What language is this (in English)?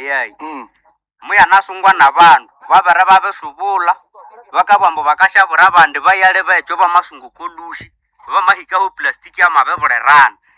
Nande